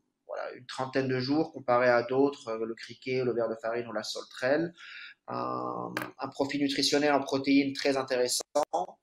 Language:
French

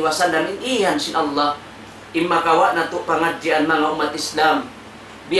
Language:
Tausug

